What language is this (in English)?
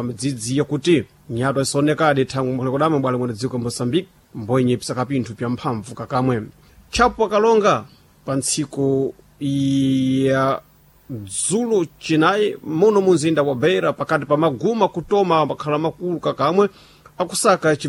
Sena